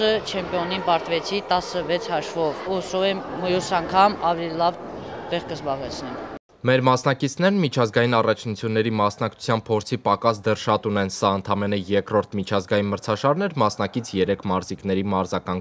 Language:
Armenian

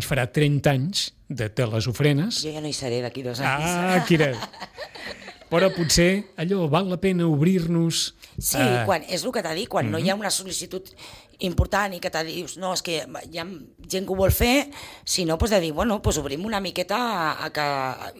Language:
Catalan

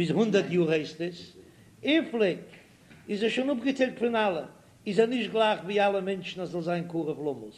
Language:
Yiddish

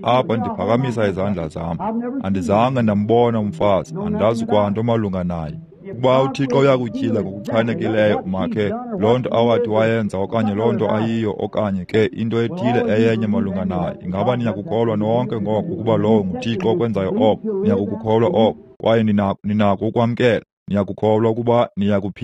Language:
Xhosa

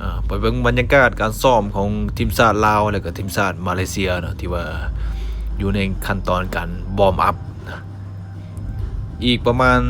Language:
Lao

